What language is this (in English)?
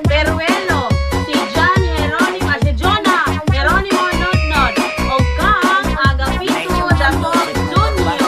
Cebuano